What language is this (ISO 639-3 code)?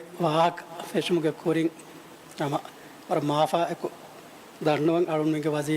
div